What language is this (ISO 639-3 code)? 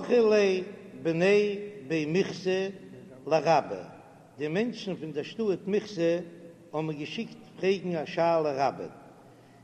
yid